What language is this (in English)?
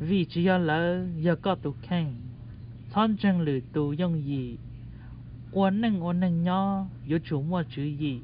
Hmong